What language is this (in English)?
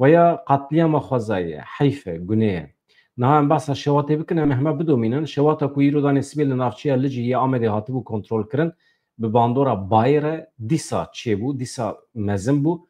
Kurdish